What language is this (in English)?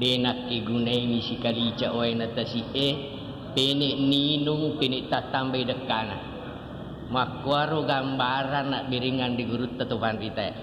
Buginese